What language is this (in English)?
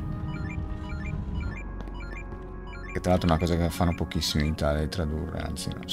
Italian